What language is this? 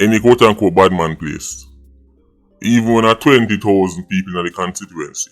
Jamaican Creole English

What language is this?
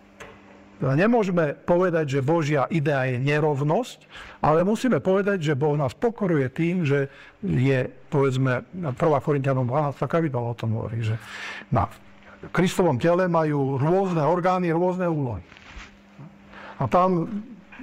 Slovak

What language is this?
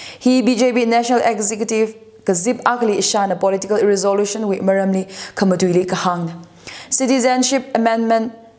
Tangkhul Naga (India)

